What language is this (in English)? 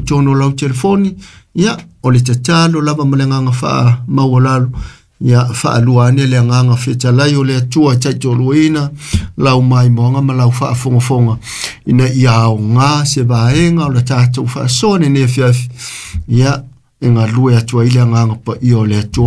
Samoan